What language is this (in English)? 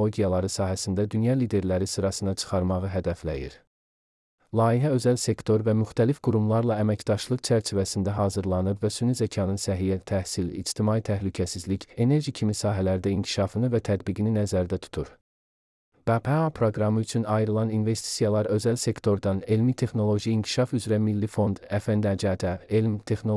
Azerbaijani